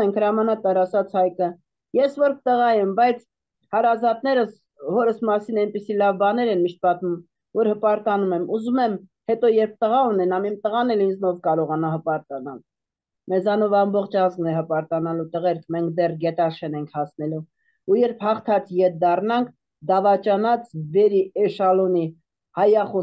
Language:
Armenian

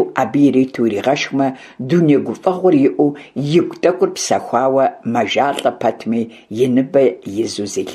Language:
Kabardian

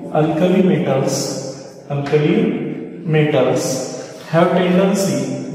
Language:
Marathi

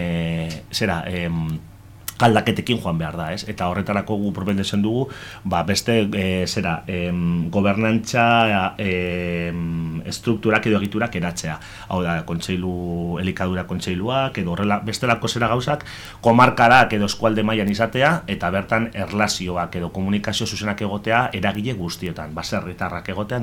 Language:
Basque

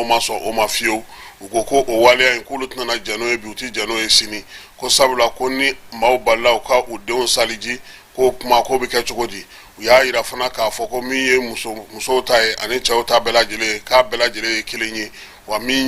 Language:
Bambara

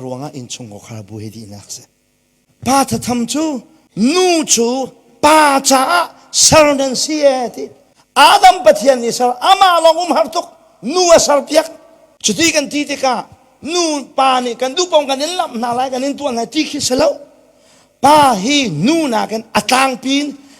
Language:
Hakha Chin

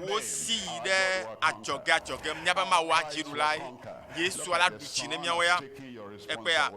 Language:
Ewe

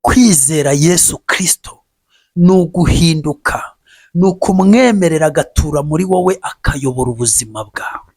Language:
Kinyarwanda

